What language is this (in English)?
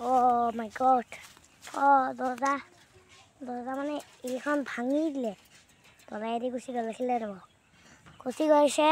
Assamese